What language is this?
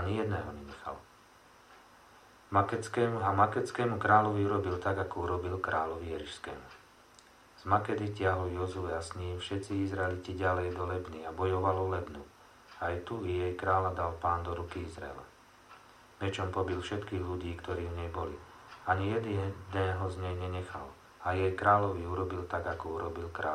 Slovak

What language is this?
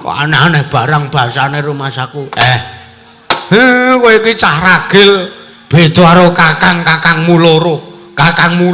Javanese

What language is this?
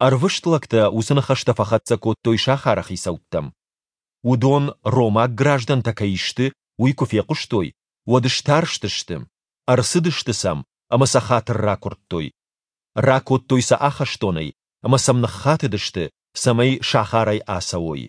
Ossetic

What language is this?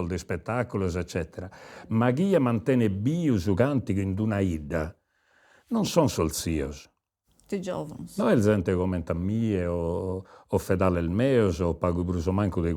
Sardinian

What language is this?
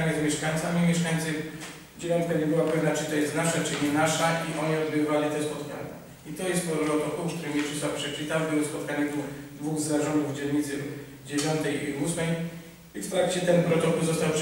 Polish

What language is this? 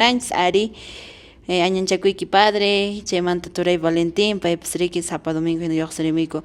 Quechua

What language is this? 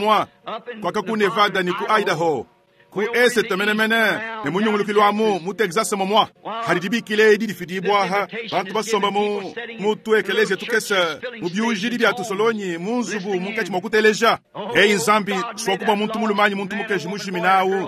Luba-Lulua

